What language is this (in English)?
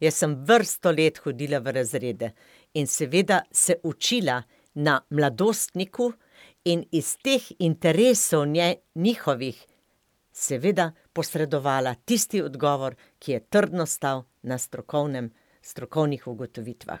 Slovenian